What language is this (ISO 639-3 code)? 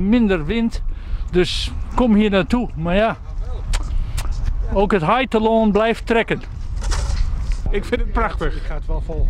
nld